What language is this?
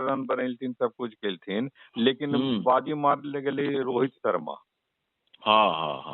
Magahi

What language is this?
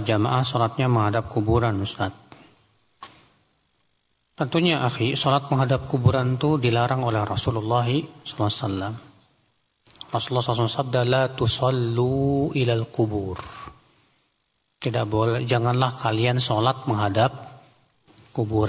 Indonesian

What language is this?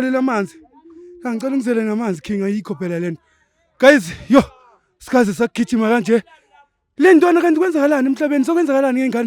Zulu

